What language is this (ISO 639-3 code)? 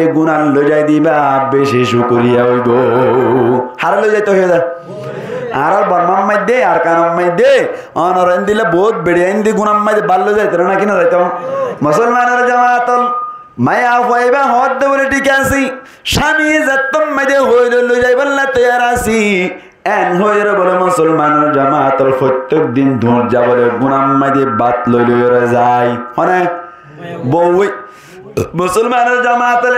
rhg